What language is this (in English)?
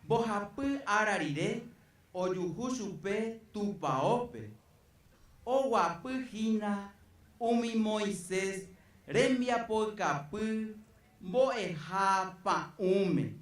Guarani